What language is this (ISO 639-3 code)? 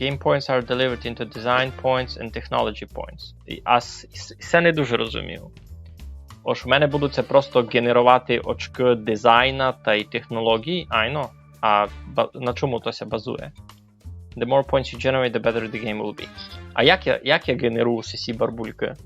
rue